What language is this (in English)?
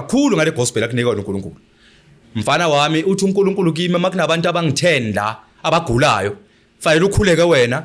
Zulu